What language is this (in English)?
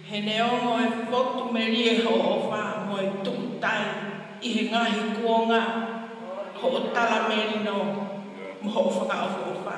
Tongan